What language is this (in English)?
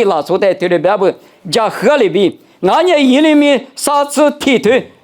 Lisu